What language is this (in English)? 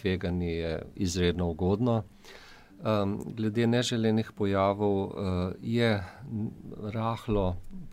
Slovenian